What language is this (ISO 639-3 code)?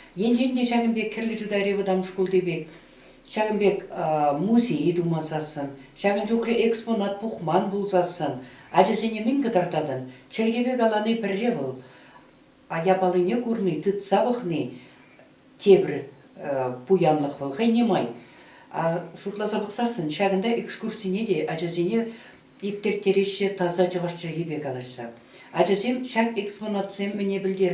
chv